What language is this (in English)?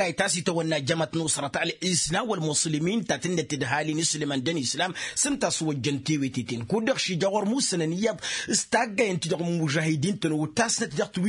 Tamasheq